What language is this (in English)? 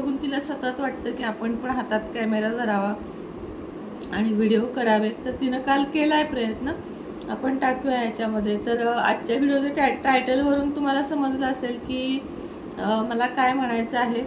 Marathi